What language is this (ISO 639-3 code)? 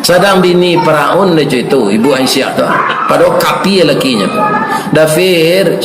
min